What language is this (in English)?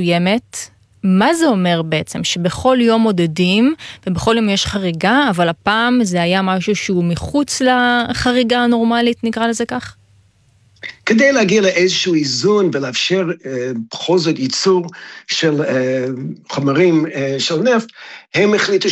Hebrew